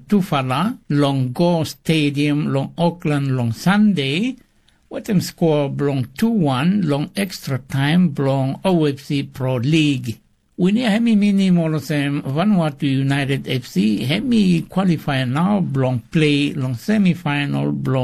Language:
Bislama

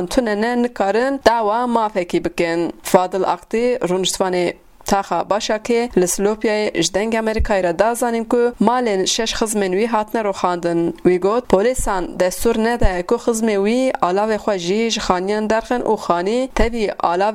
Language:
Kurdish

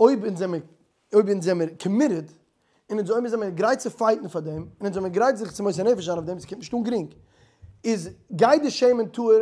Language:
Yiddish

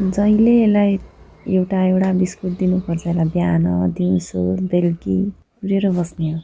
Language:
Nepali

